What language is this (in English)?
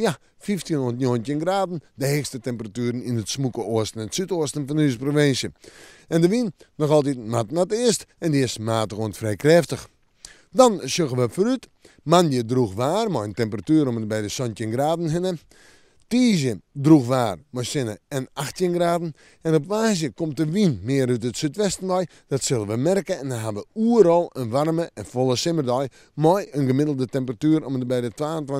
Western Frisian